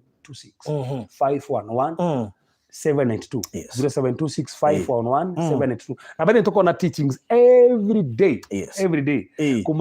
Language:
Kikuyu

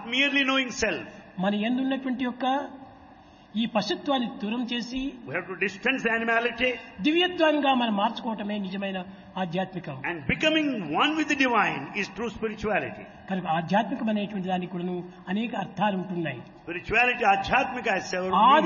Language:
Telugu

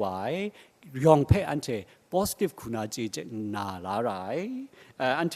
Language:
Kachin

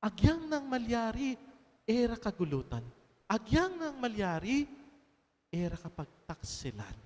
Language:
Pampanga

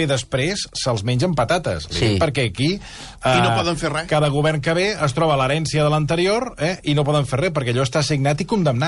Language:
Catalan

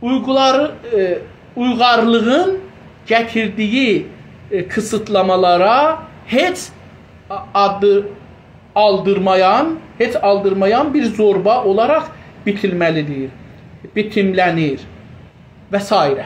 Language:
South Azerbaijani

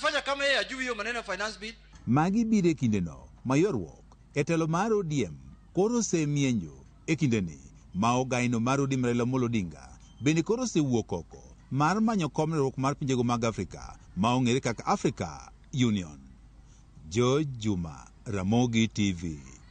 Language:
Luo (Kenya and Tanzania)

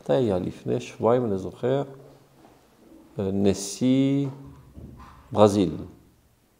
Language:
Hebrew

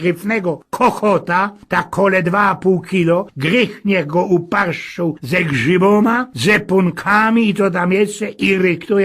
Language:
Silesian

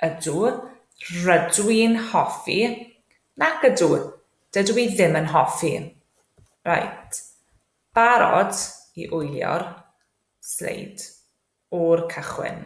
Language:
Welsh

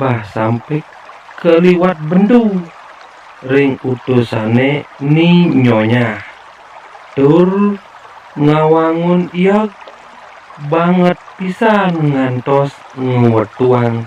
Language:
Balinese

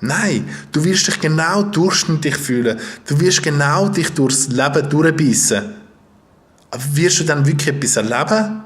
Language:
Swiss German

